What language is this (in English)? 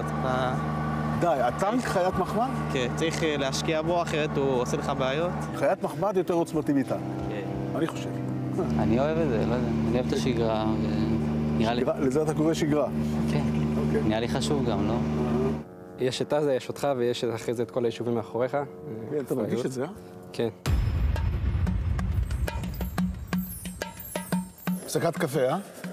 Hebrew